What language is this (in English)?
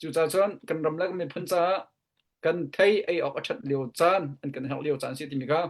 Hakha Chin